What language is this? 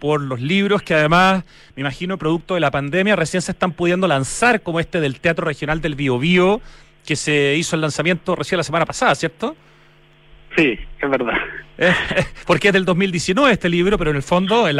Spanish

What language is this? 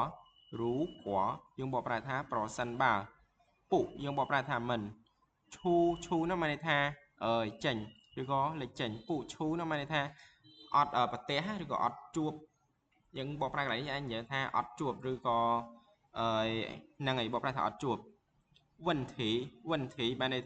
Khmer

